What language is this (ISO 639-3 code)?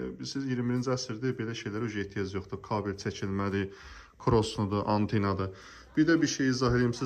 aze